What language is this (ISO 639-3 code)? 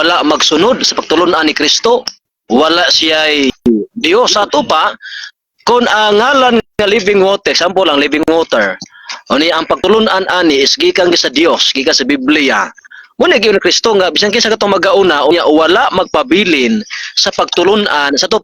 ceb